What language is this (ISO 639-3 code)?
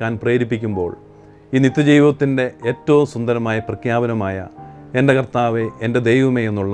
mal